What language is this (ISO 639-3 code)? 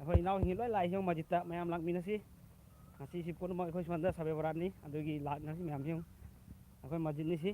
mni